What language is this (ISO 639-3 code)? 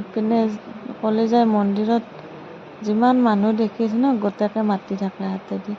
asm